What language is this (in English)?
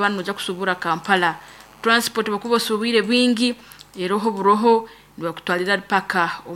Nyoro